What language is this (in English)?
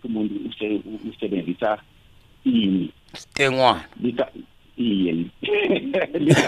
South Ndebele